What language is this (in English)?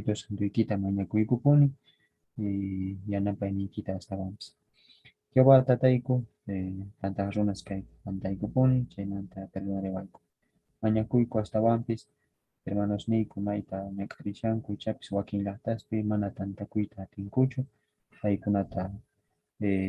Quechua